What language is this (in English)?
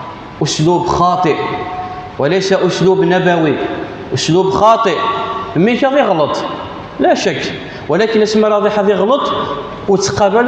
Kabyle